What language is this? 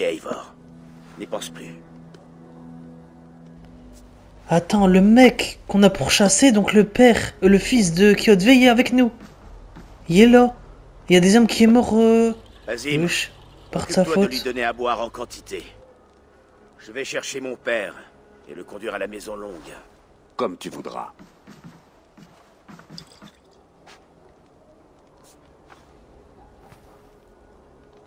French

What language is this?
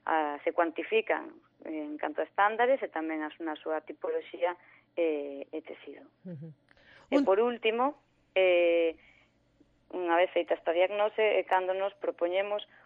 Galician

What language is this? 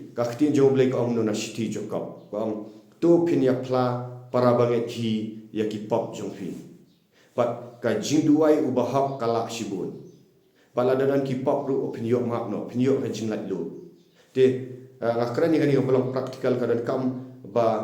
Khasi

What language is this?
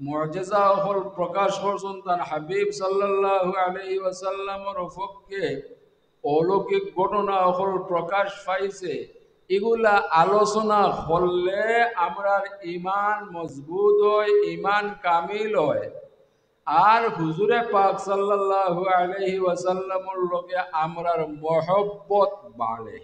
Sylheti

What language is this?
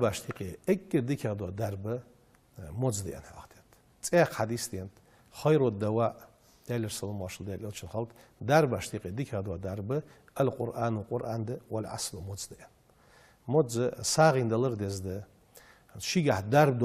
Ingush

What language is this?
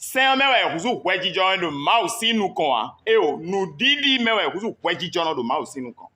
Fon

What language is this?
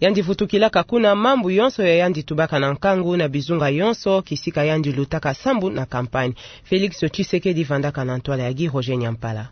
Kituba (Democratic Republic of Congo)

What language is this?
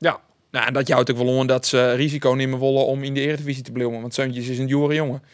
Western Frisian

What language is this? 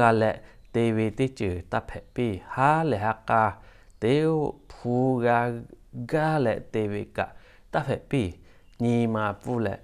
Lahu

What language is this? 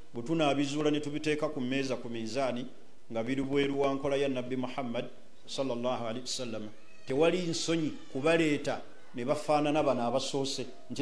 Ganda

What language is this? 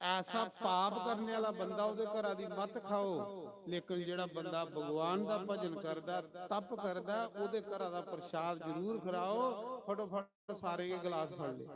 Dogri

